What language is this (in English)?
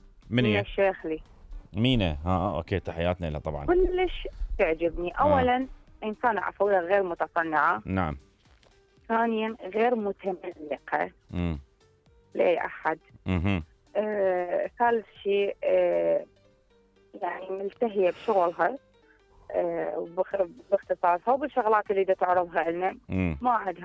Mesopotamian Arabic